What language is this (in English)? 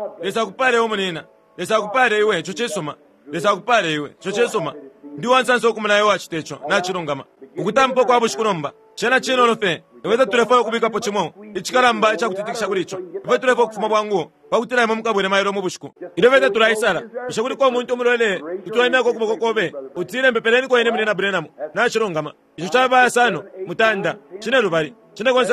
Bemba